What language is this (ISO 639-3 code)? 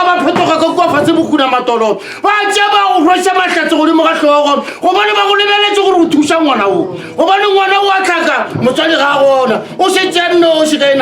nso